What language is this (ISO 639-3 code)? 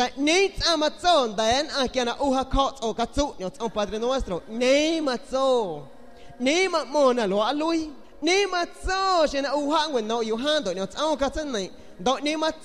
azg